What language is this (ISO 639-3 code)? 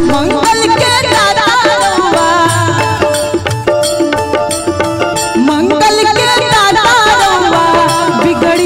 bho